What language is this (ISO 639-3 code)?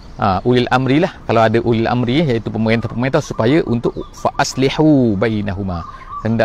msa